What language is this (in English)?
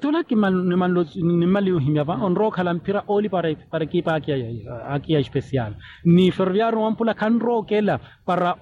Makhuwa